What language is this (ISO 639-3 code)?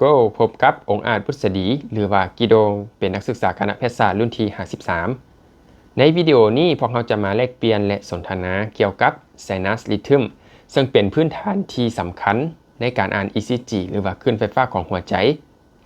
lao